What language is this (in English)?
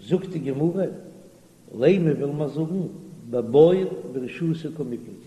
Yiddish